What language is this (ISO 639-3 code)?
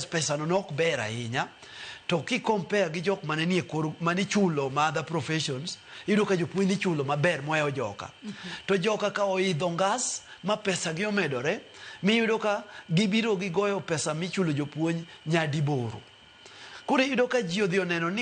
luo